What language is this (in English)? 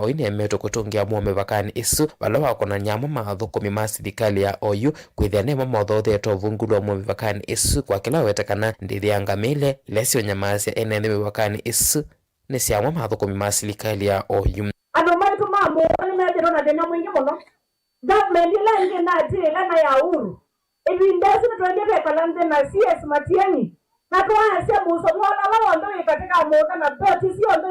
Kamba